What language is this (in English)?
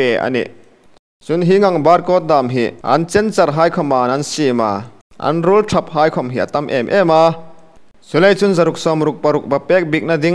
Hmar